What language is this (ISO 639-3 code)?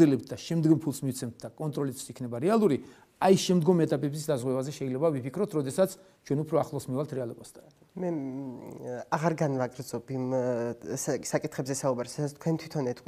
kat